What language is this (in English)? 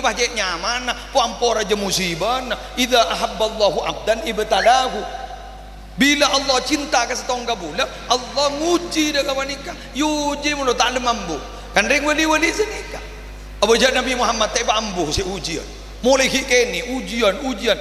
Madurese